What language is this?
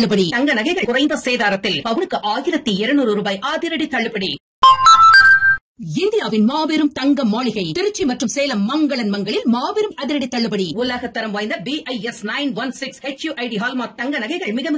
Tamil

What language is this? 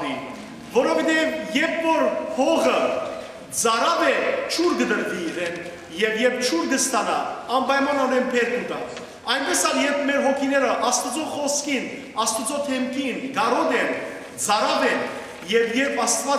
Western Armenian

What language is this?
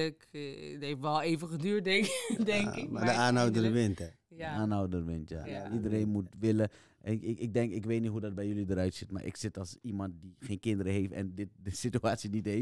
Dutch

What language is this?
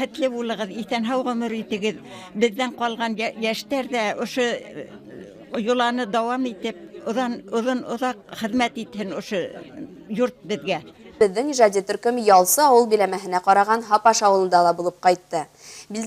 Bashkir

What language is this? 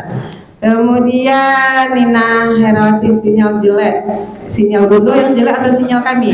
Minangkabau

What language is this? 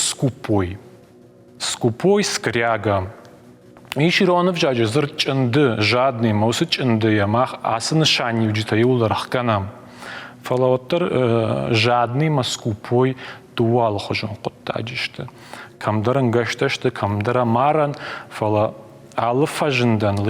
Ossetic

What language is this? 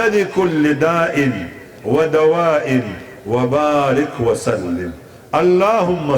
Pashto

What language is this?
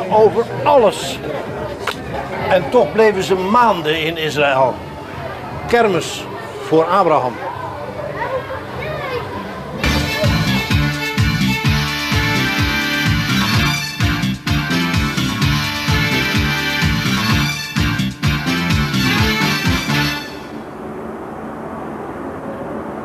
Dutch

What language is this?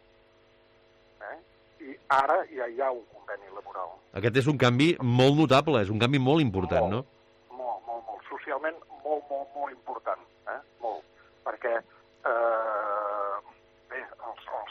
Catalan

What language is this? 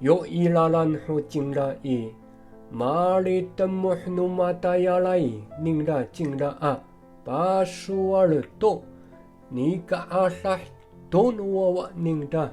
Amis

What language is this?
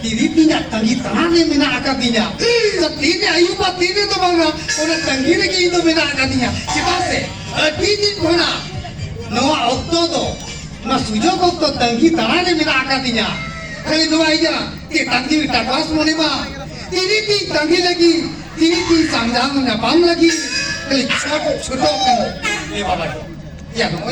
Santali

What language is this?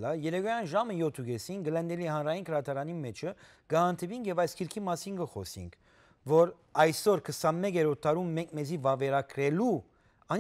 Western Armenian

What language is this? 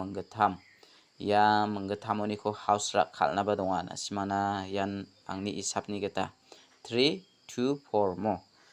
Garo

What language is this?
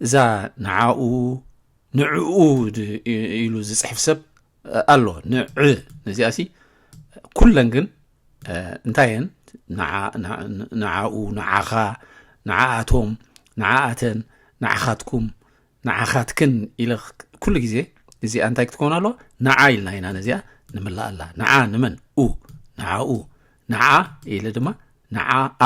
Tigrinya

